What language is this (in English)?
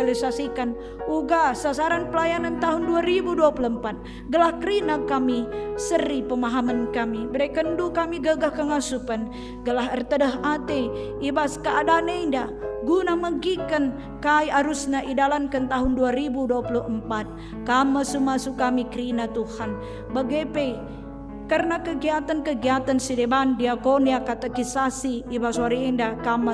Batak Karo